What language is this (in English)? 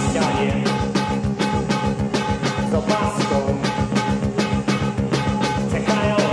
Polish